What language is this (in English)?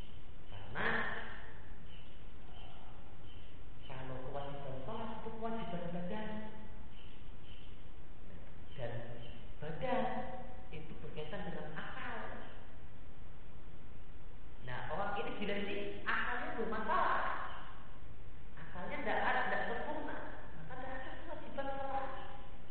Indonesian